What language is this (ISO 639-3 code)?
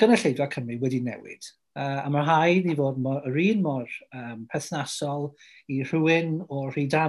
cym